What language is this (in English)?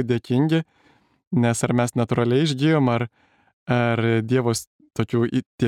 Lithuanian